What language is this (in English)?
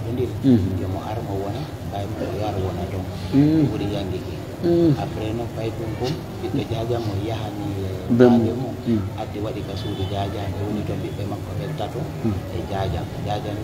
Pular